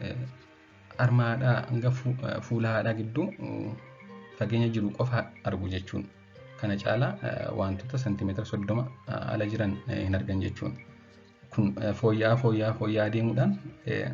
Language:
Oromo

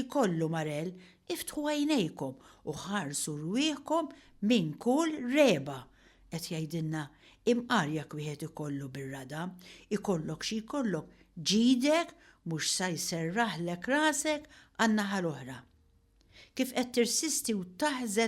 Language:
Maltese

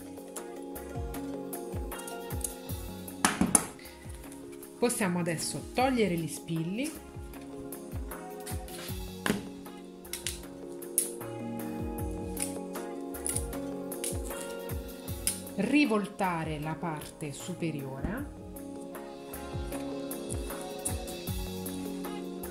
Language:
Italian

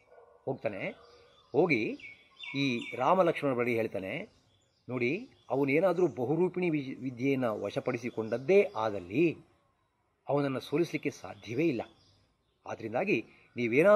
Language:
Kannada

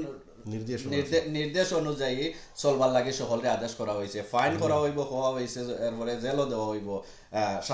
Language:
Sylheti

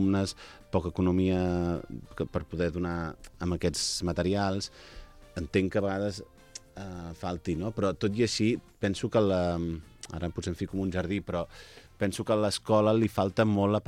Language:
Catalan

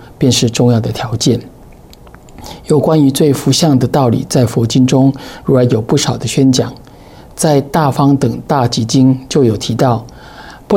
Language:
Chinese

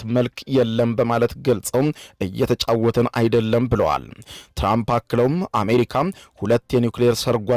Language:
Amharic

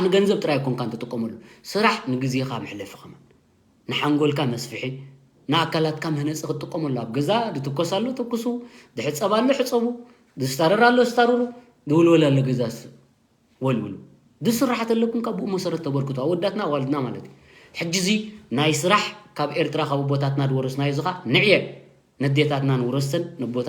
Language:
Tigrinya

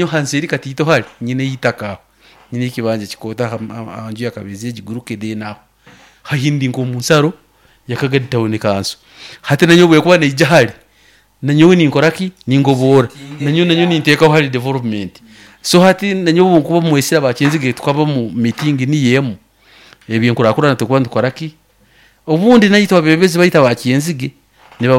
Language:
Nyoro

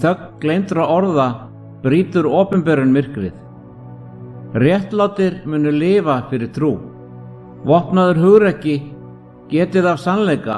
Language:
Icelandic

